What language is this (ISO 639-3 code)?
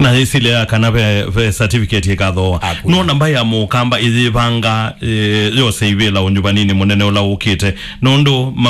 kam